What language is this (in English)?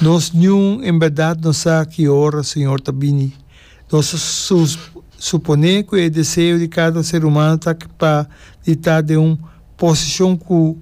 Papiamento